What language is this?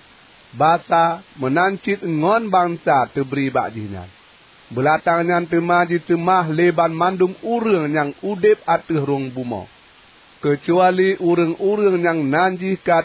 Achinese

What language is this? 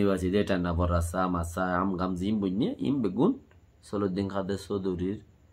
Rohingya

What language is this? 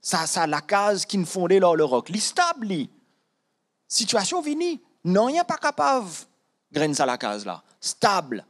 Morisyen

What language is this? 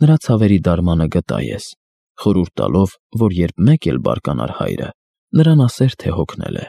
Armenian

